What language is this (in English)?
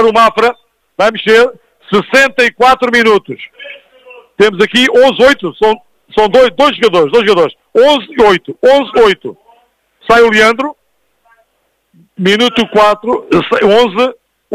Portuguese